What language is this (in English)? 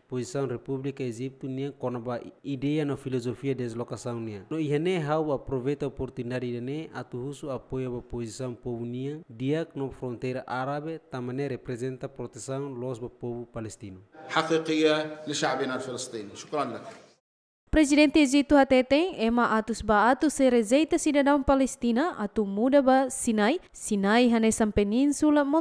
Tetum